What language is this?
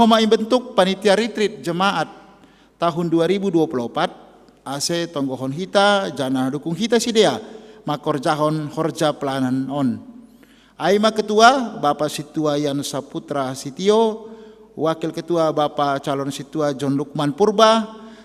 Batak Simalungun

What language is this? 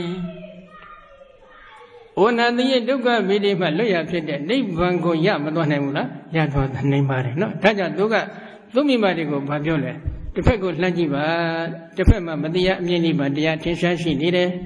Burmese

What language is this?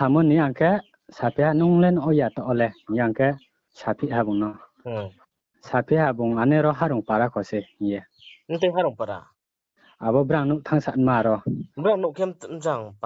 Riang (India)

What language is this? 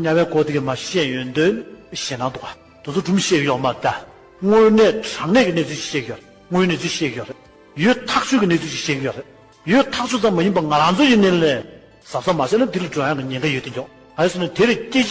Tibetan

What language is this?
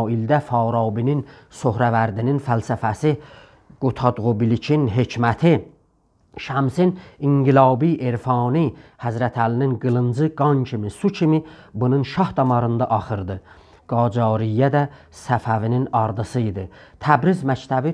South Azerbaijani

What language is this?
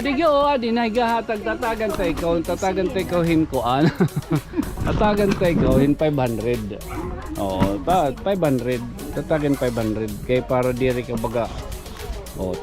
Waray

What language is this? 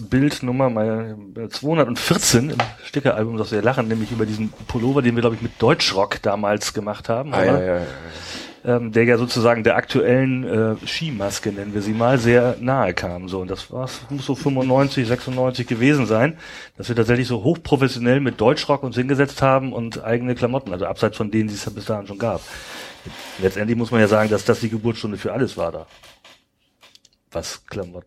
German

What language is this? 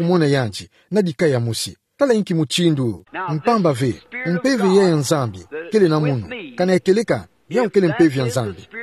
Kituba (Democratic Republic of Congo)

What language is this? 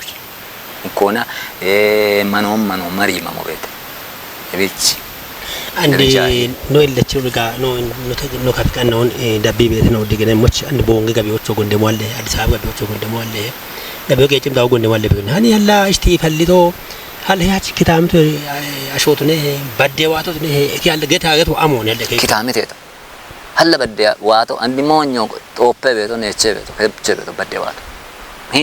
Kafa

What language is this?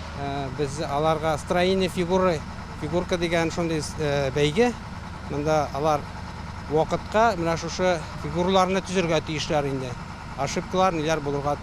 Tatar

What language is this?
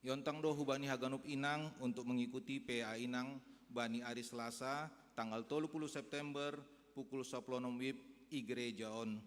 Batak Simalungun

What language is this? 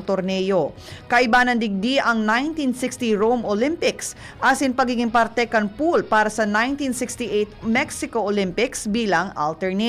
Bikol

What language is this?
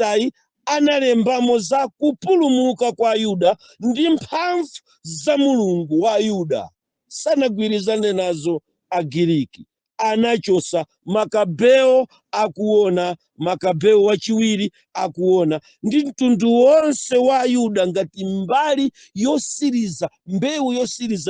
Nyanja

